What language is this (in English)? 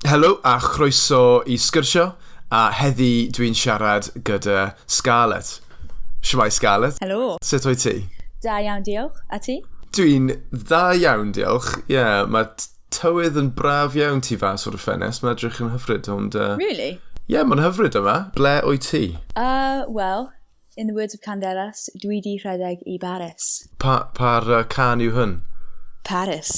Welsh